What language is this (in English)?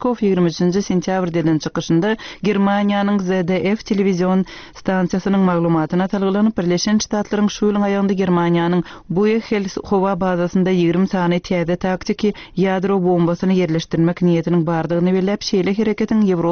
Turkmen